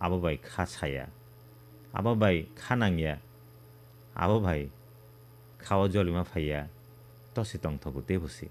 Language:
Kok Borok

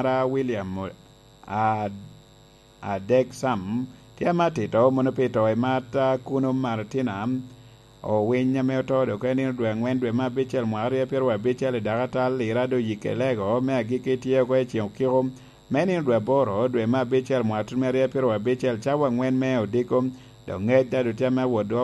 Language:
Lango (Uganda)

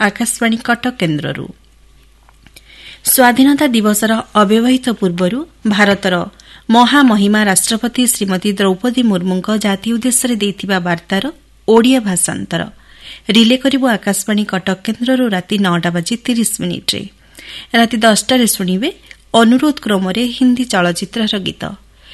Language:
Odia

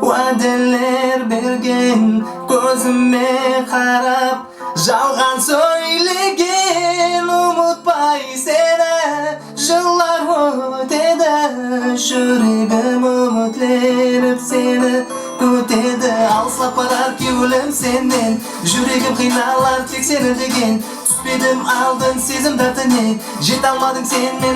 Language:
Kara-Kalpak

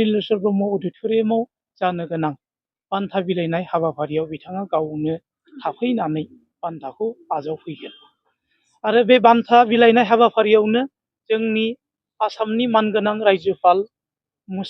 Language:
Bodo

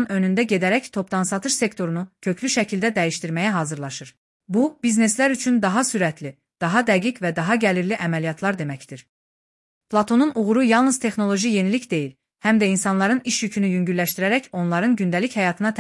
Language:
Azerbaijani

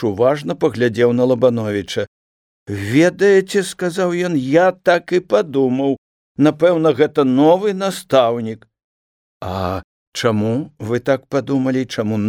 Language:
Belarusian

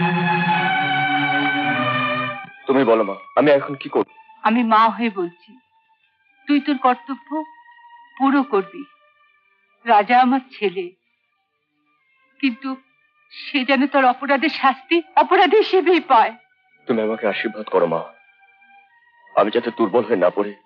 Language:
Bangla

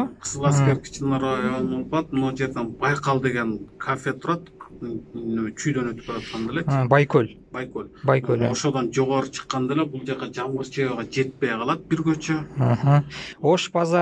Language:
Kyrgyz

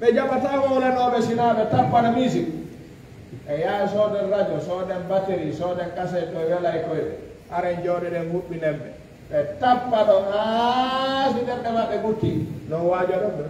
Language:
Fula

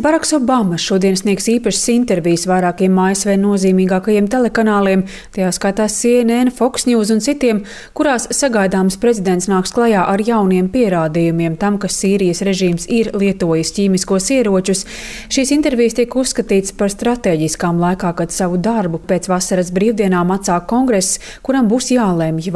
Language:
Latvian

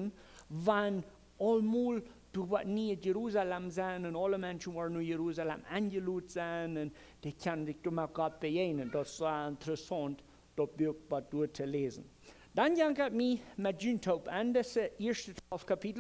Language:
Plautdietsch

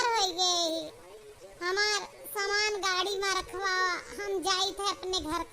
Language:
Awadhi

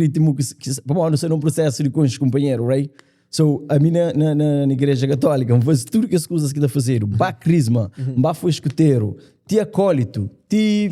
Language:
Kabuverdianu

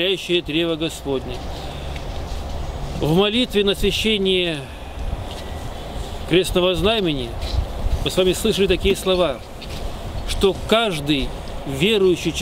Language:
Russian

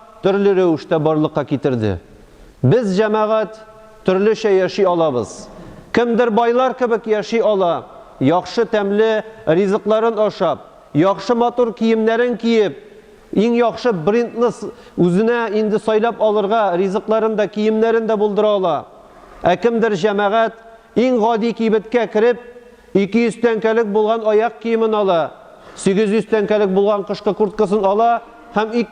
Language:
Tatar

